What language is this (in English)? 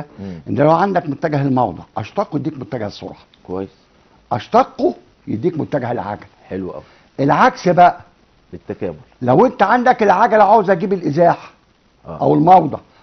Egyptian Arabic